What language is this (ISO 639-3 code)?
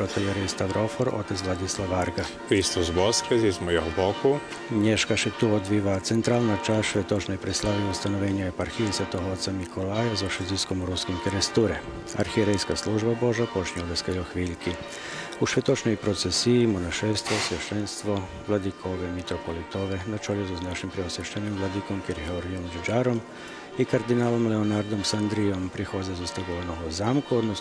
rue